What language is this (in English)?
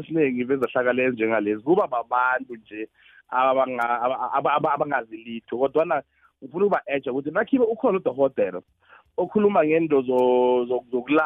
South Ndebele